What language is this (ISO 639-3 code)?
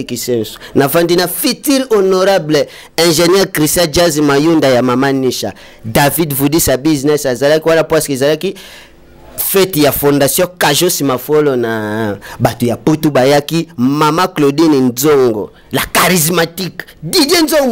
lin